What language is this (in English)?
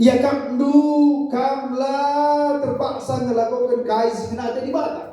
Batak Karo